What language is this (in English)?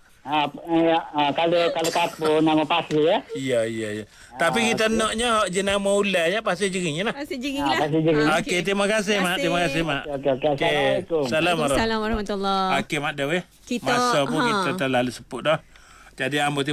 Malay